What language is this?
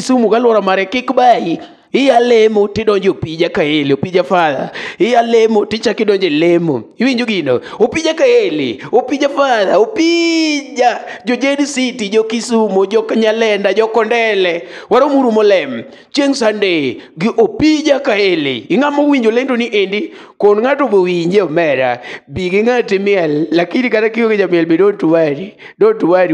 Luo (Kenya and Tanzania)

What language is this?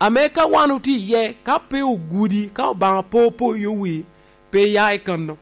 Lango (Uganda)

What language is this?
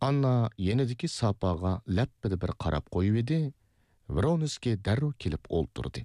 Uyghur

